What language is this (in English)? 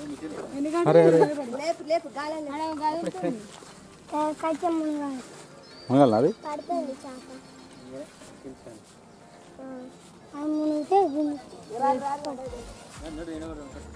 Telugu